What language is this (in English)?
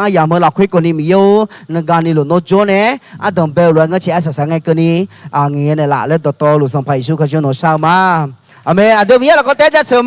Akha